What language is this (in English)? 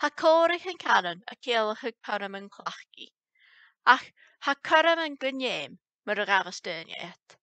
Scottish Gaelic